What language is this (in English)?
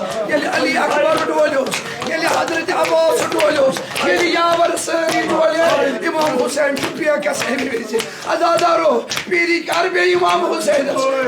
Kashmiri